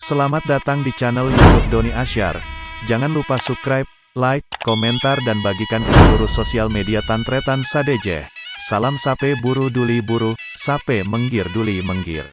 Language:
Madurese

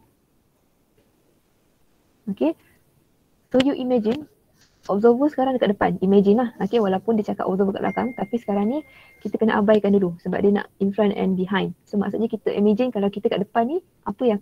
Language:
Malay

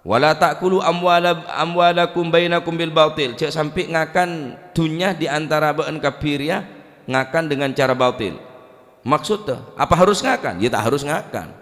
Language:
Madurese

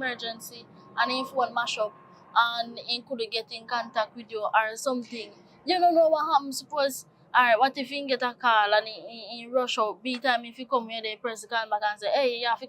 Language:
Jamaican Creole English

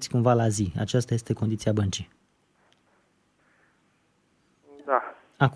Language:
Romanian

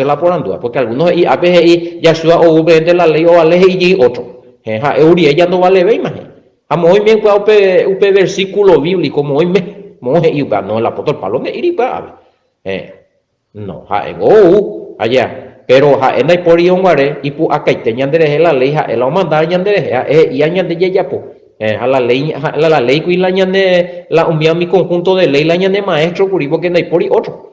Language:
Guarani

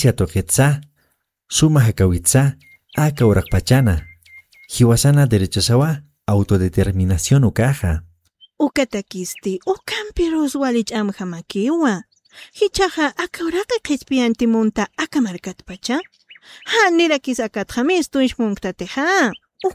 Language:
Aymara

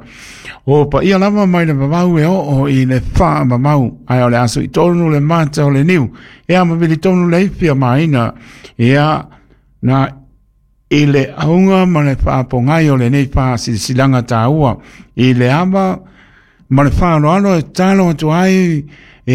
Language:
Samoan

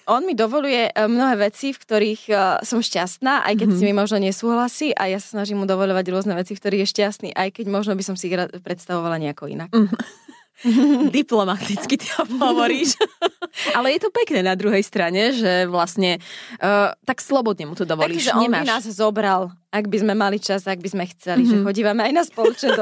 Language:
Slovak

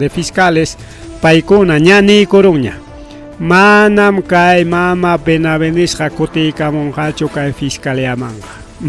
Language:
Ayacucho Quechua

